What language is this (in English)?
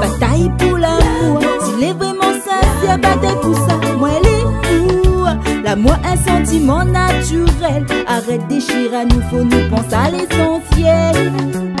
Réunion Creole French